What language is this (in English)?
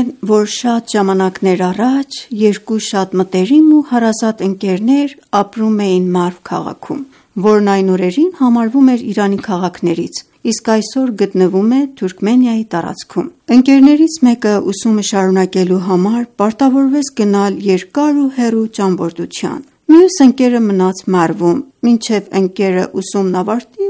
Armenian